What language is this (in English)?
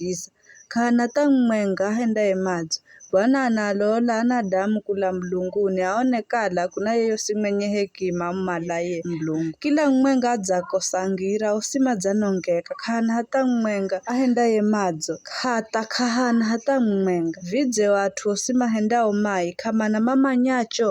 Giryama